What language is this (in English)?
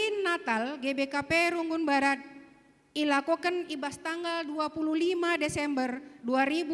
Batak Karo